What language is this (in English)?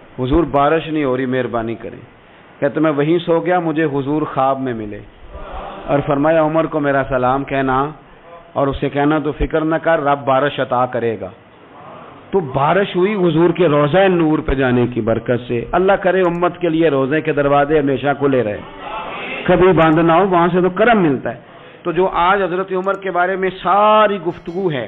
Urdu